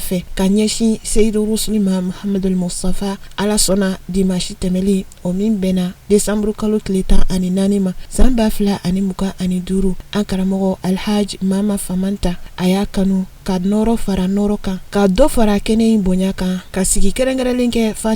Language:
Bambara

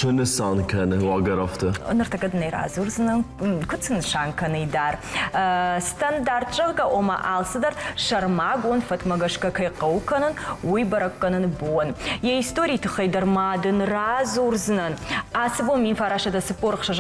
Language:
Ossetic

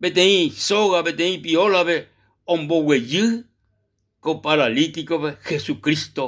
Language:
Guarani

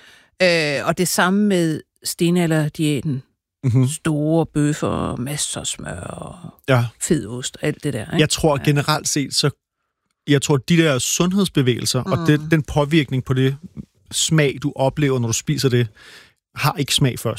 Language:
Danish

